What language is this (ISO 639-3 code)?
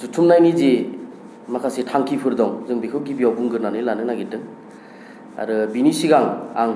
brx